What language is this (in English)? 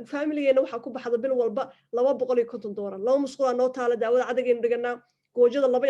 Somali